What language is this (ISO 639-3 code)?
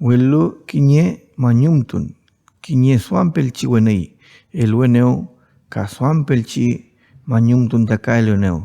arn